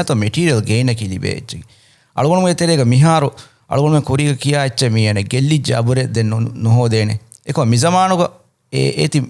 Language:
Divehi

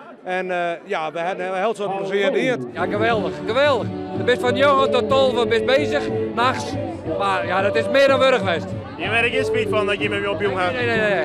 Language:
Western Frisian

